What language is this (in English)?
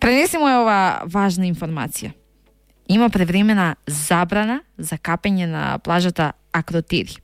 Macedonian